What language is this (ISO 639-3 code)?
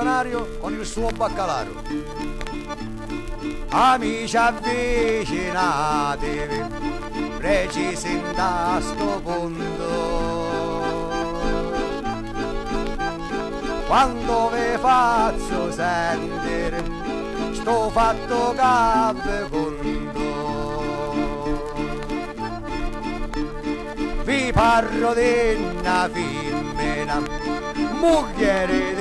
ita